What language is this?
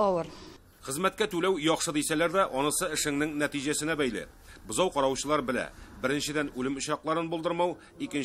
Tatar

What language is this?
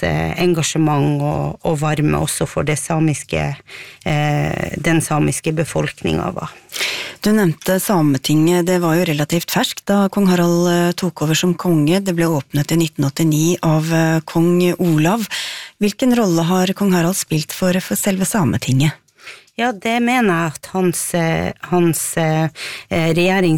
Norwegian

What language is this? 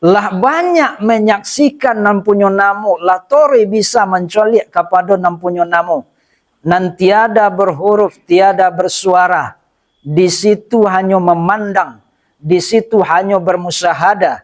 Minangkabau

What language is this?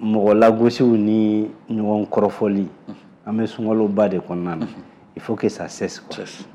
Bambara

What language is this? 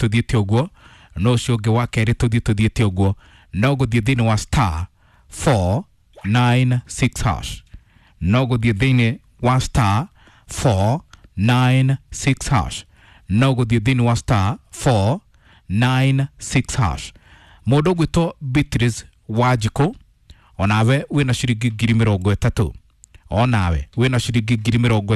Kikuyu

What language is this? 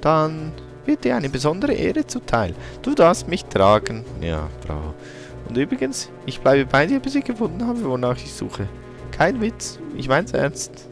Swiss German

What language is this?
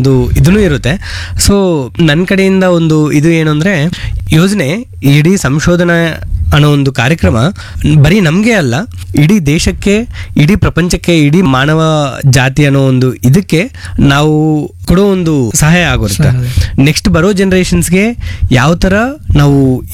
Kannada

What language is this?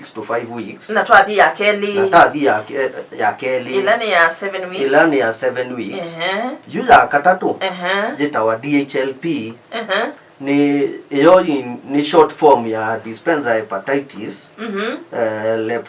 Kamba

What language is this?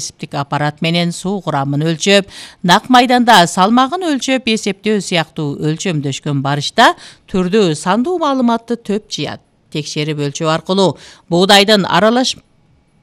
Kyrgyz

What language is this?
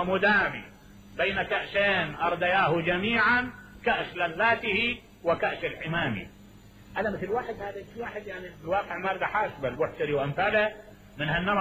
Mesopotamian Arabic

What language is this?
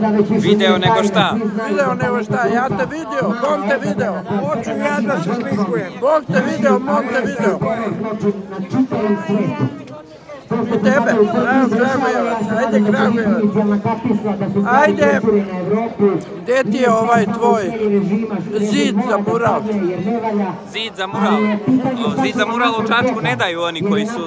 Serbian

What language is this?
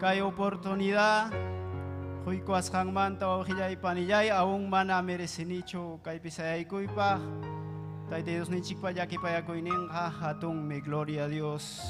Ayacucho Quechua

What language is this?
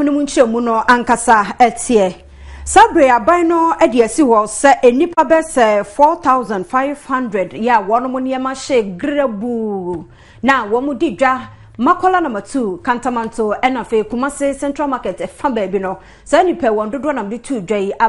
Akan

